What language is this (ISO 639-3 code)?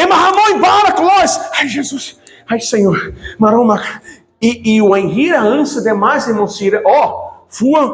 tet